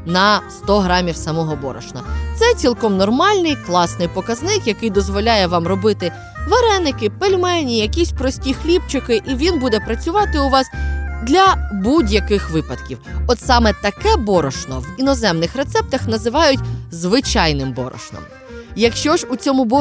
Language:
Ukrainian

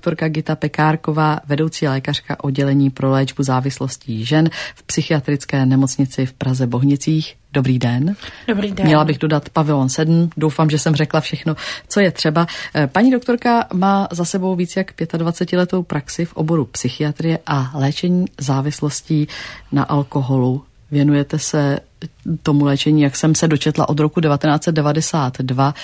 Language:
Czech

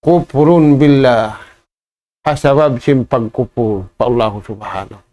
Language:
Tausug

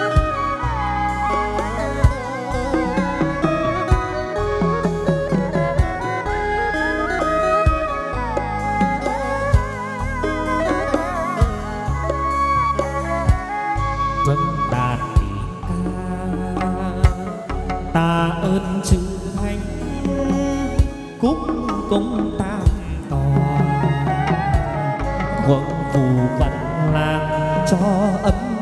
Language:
Vietnamese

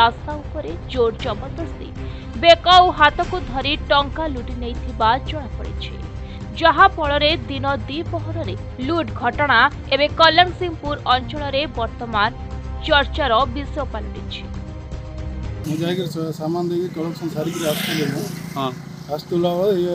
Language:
Odia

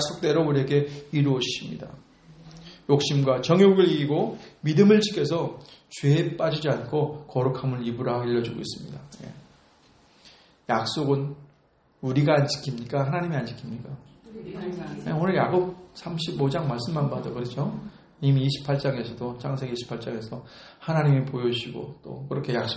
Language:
Korean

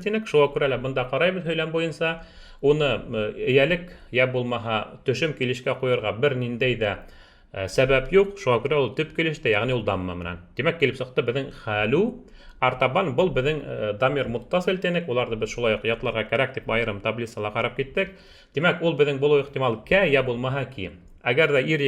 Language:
Bashkir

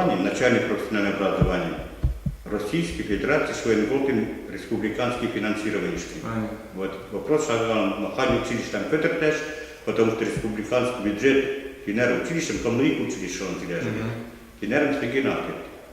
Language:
Western Mari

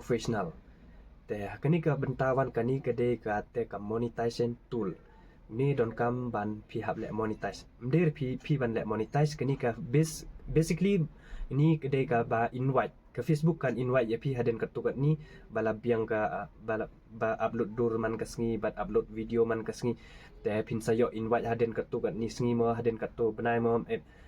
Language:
Khasi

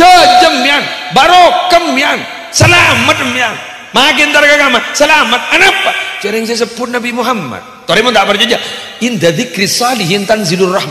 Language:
Madurese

